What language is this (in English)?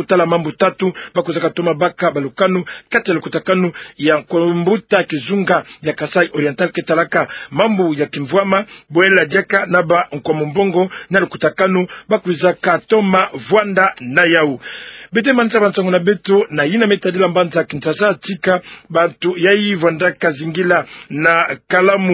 Kituba (Democratic Republic of Congo)